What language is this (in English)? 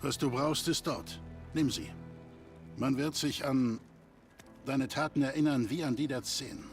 Bavarian